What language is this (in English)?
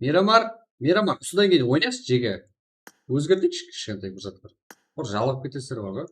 Kara-Kalpak